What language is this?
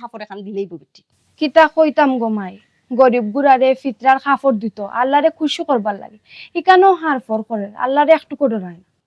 Sylheti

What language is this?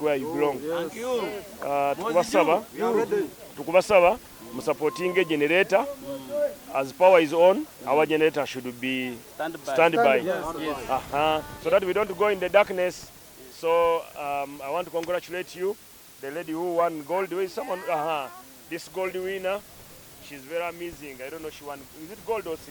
Nyankole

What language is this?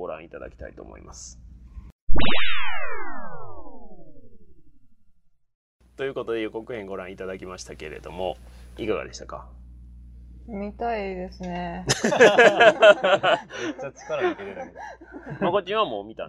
Japanese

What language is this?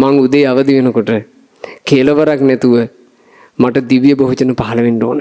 Sinhala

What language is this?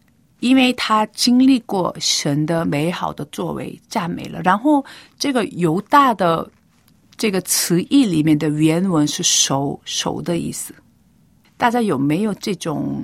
Chinese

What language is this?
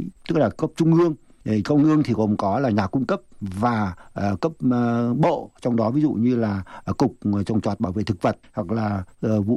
Vietnamese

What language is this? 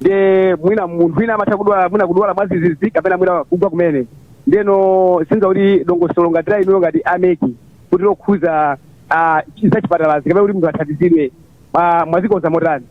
Nyanja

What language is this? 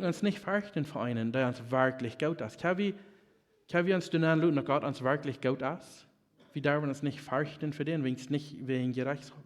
Plautdietsch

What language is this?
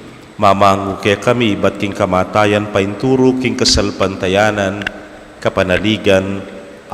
Pampanga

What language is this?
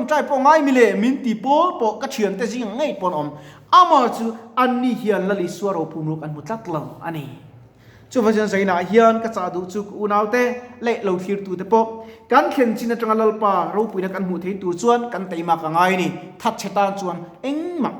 Mizo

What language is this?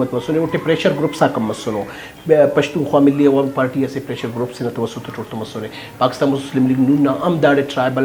Brahui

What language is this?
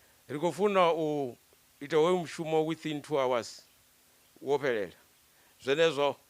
Venda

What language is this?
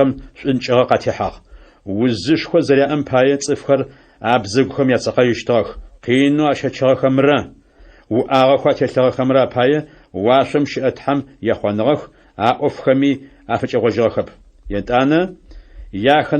Adyghe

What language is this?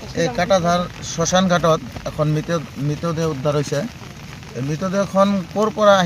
Assamese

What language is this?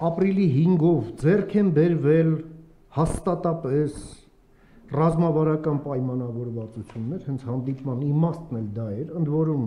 Armenian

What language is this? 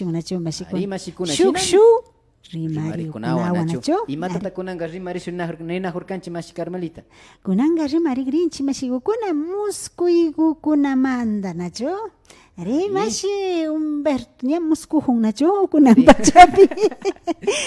Imbabura Highland Quichua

